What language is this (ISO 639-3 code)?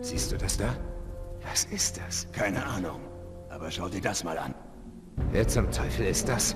bar